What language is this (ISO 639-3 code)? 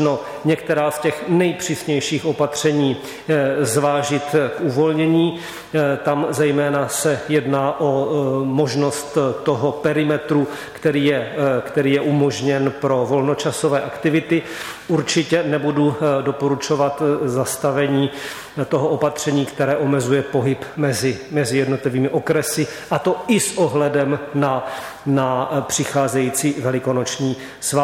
ces